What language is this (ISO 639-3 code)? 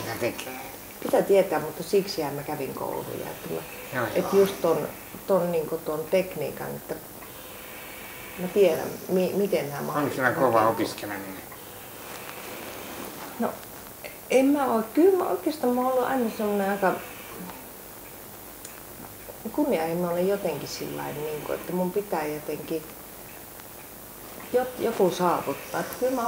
fin